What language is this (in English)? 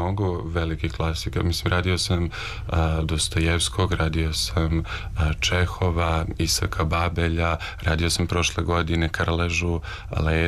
Serbian